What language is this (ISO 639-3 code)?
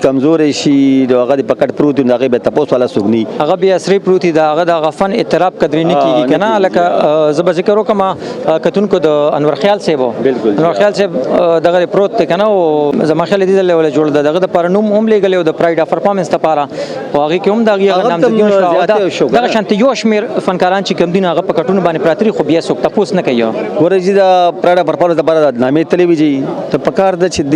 pus